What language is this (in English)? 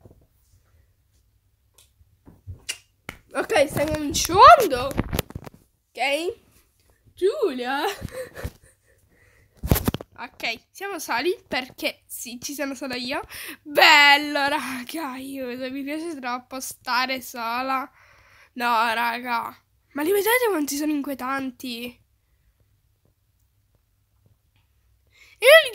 Italian